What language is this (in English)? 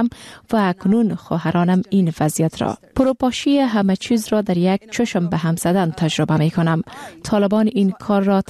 Persian